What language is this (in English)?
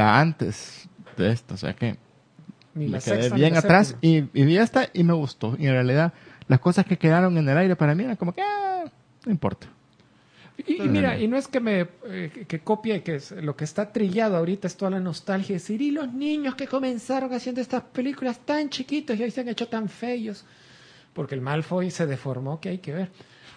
Spanish